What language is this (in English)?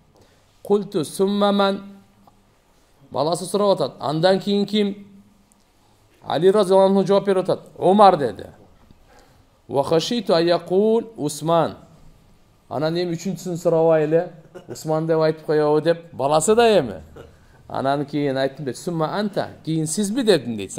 Kyrgyz